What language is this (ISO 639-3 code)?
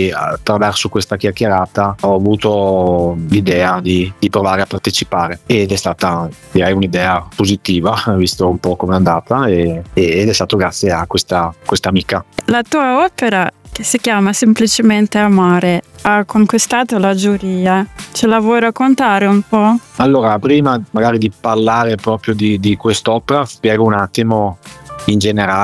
ita